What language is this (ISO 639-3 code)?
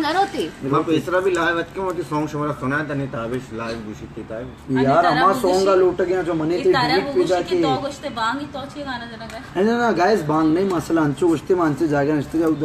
bal